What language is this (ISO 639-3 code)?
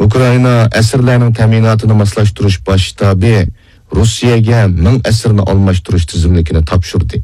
uig